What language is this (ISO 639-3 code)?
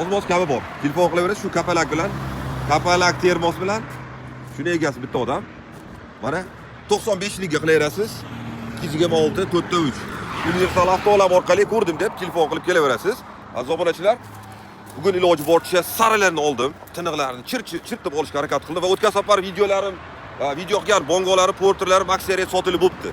uzb